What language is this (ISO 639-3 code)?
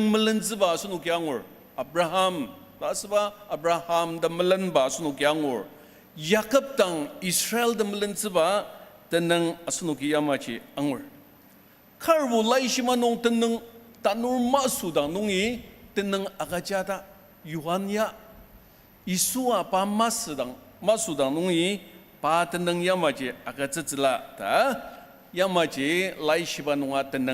njo